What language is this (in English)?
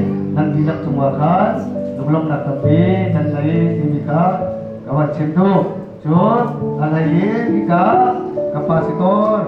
Hakha Chin